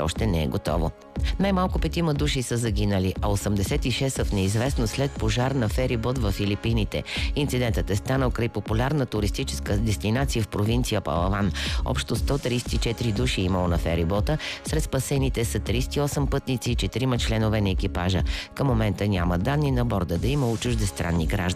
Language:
Bulgarian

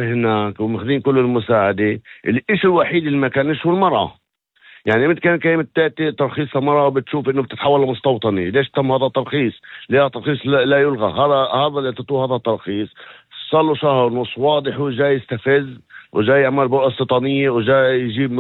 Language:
North Levantine Arabic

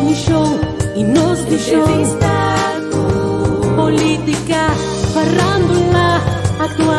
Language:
Papiamento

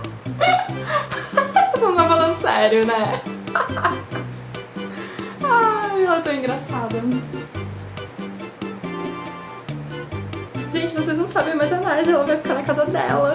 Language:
Portuguese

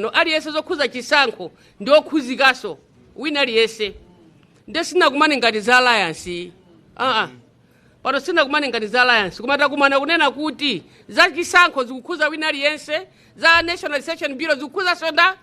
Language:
Nyanja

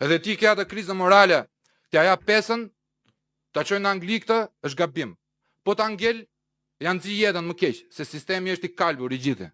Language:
Albanian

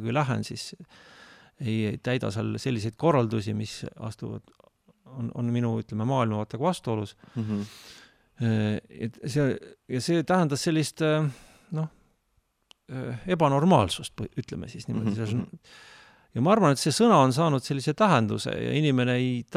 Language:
Estonian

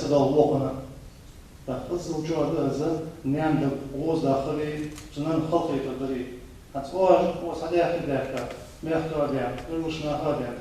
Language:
Ingush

